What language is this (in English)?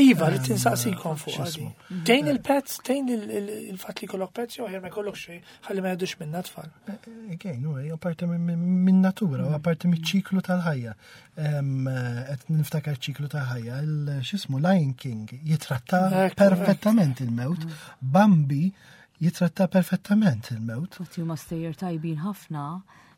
Maltese